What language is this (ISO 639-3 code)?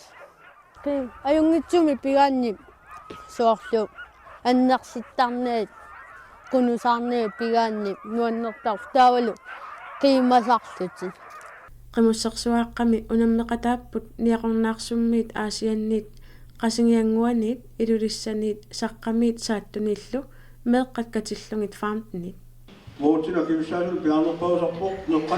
kal